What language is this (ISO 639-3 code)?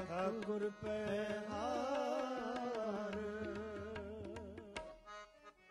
pan